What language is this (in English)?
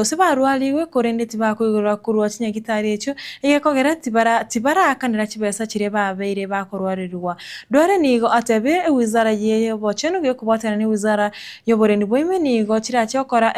Gusii